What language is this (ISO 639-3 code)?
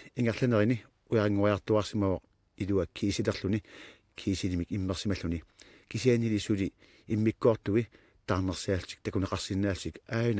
kal